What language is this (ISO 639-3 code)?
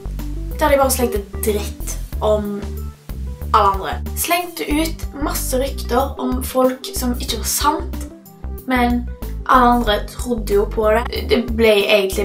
nor